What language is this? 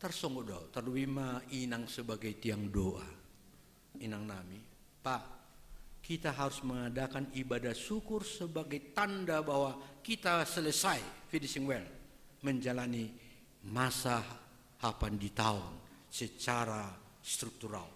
Batak Simalungun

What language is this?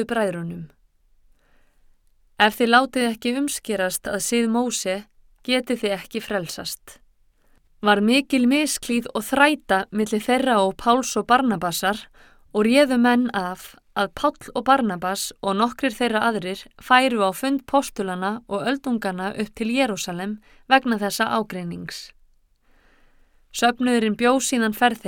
Icelandic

